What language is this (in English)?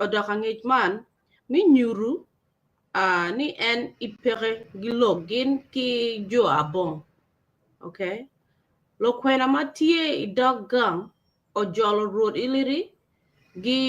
Acoli